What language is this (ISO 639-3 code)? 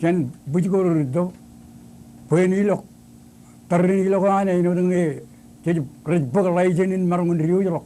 mah